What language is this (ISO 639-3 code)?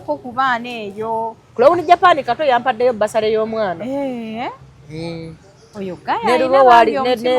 lug